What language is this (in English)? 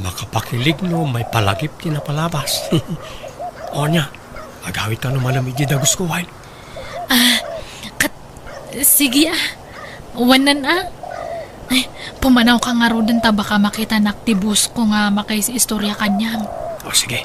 Iloko